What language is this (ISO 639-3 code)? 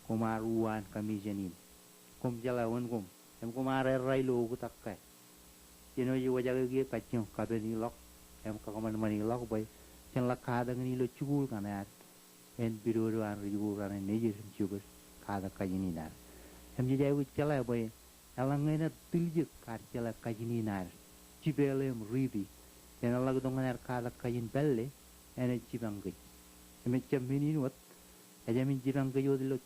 mah